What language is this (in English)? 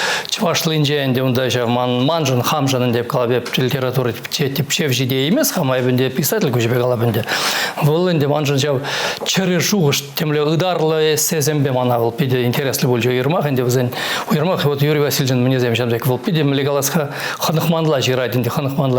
Chuvash